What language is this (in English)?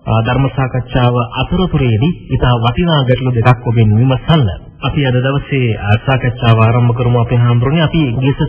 Sinhala